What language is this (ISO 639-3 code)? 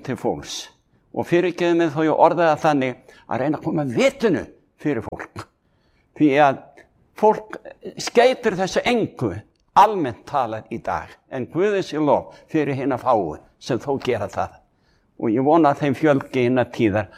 isl